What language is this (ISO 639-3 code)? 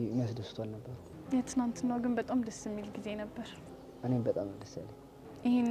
amh